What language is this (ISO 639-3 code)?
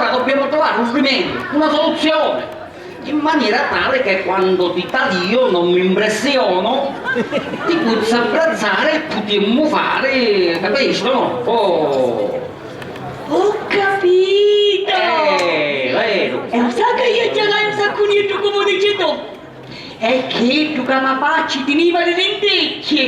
scn